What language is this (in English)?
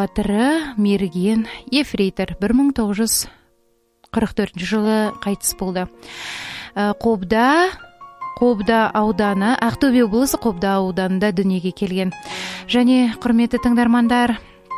Kazakh